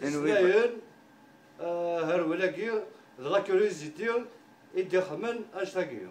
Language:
Kabyle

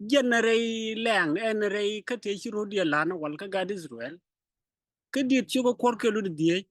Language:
Nuer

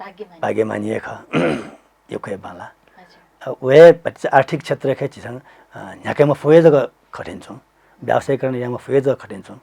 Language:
Newari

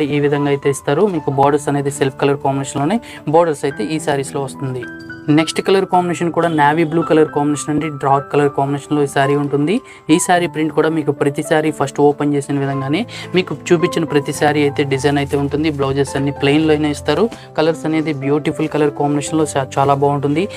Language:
Telugu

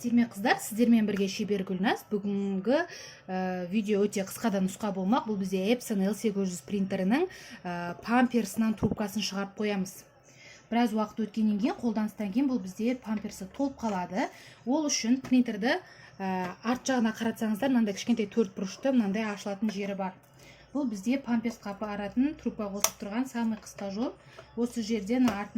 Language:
Kazakh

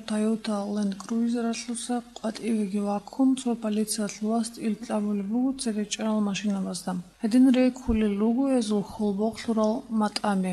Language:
Avaric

